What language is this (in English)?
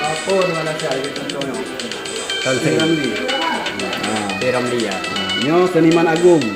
Achinese